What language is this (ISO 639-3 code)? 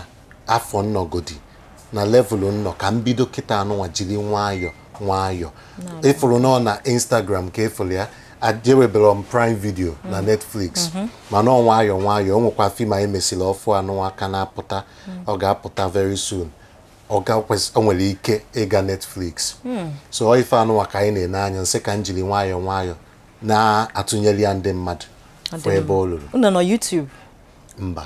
ibo